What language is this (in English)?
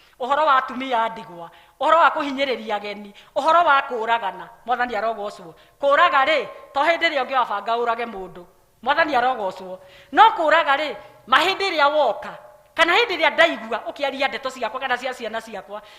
Kikuyu